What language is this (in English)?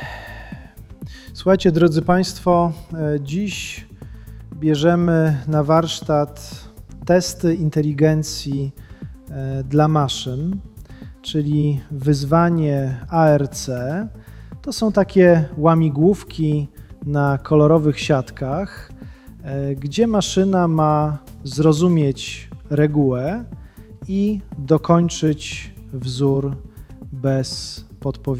Polish